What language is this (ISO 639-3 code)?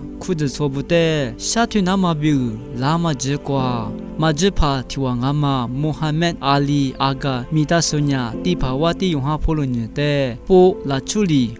lis